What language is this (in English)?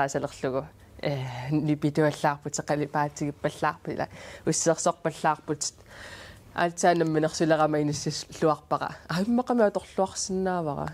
Kalaallisut